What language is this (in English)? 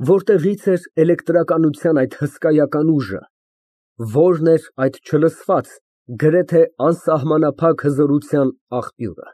Armenian